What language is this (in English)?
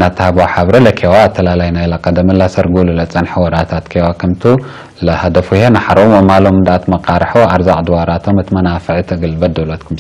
Tigre